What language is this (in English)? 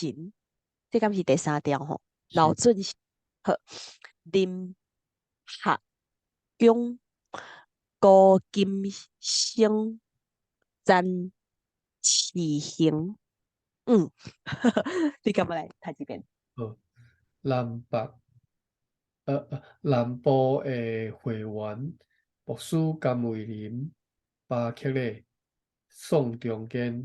Min Nan Chinese